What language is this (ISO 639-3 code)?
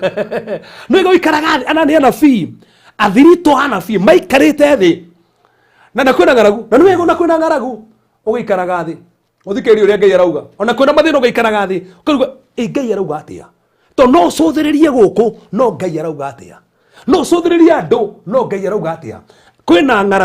kik